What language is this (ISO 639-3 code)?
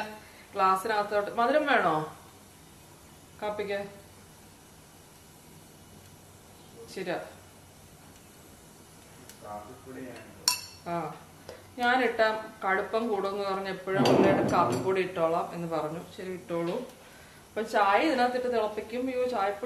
mal